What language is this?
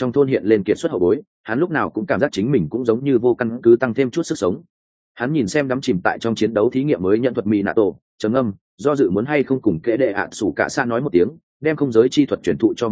Vietnamese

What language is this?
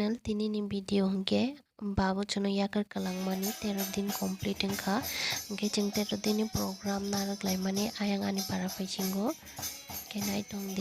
Kok Borok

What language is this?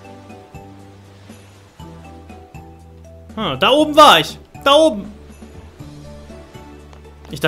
German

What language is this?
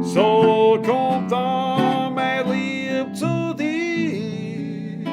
Bavarian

